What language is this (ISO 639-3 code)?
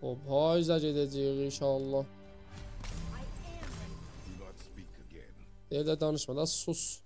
azb